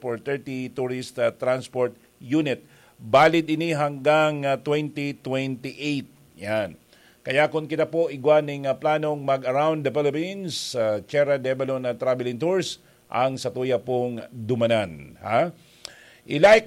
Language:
Bikol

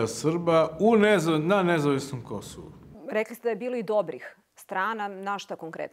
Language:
Serbian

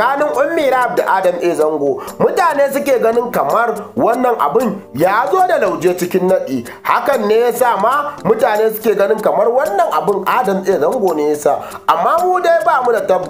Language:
Hausa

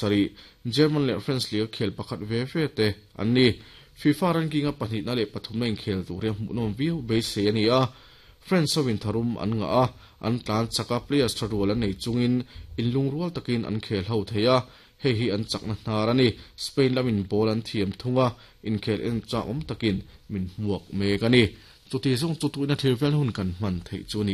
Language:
Mizo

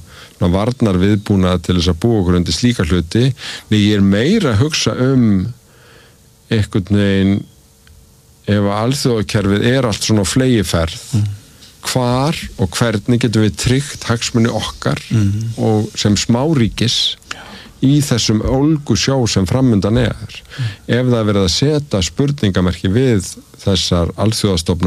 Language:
Icelandic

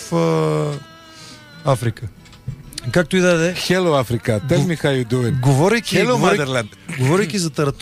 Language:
Bulgarian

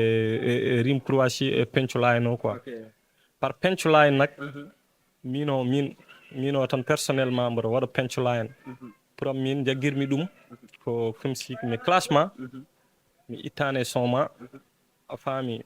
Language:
Fula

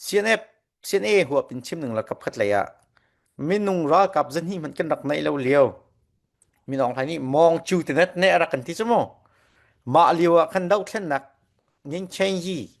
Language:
Falam Chin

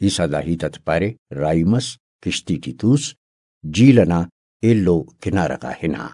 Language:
Brahui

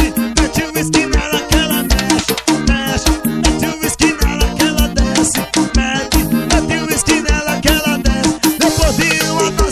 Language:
Portuguese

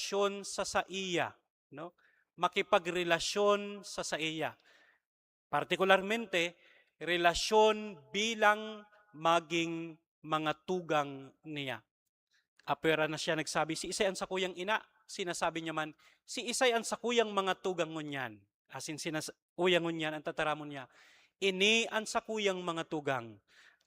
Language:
Bikol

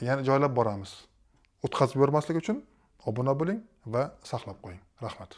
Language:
Uzbek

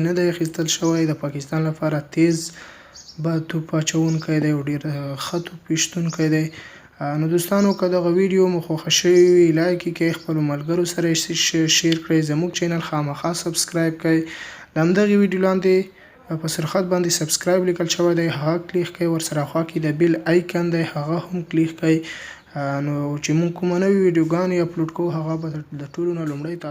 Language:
Pashto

